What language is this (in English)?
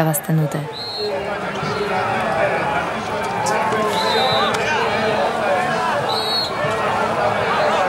Basque